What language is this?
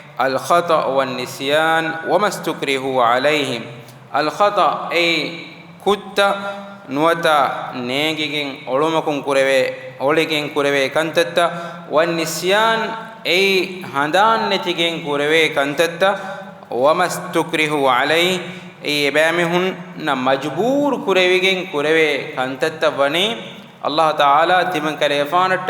Divehi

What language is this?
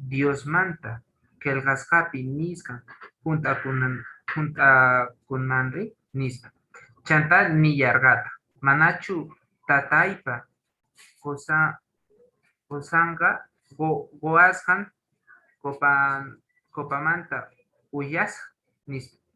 Quechua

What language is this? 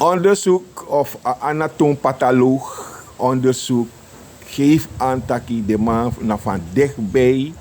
Sranan Tongo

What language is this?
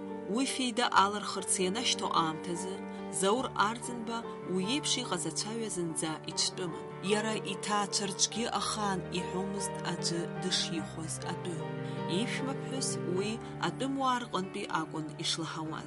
Abkhazian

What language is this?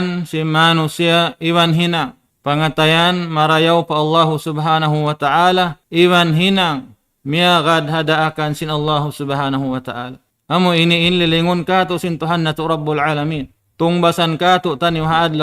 Tausug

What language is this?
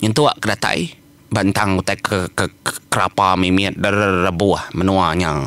Iban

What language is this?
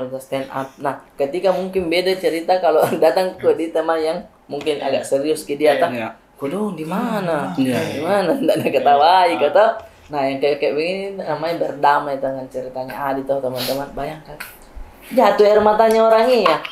Makassar Malay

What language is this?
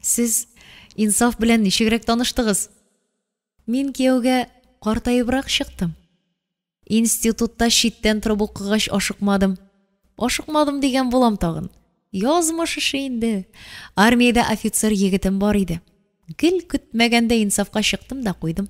Tatar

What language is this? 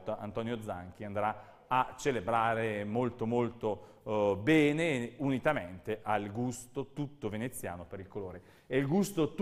Italian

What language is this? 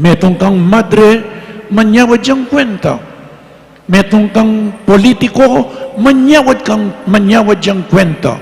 Pampanga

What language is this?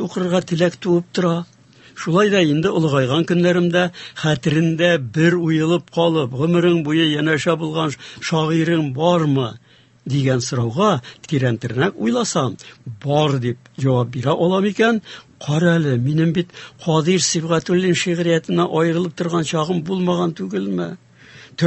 Tatar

